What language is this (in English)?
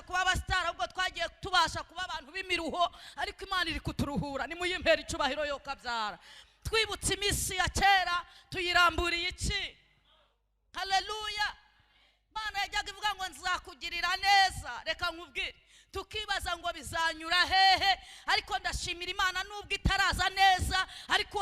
Kinyarwanda